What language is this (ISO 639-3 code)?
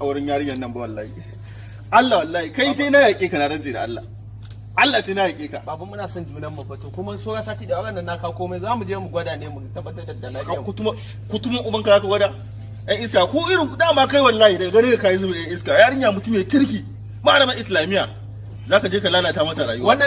hau